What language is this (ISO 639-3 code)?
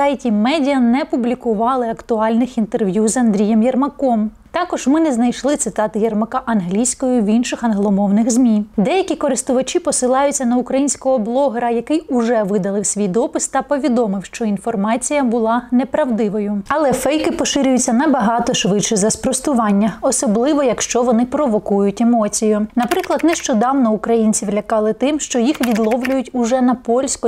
ukr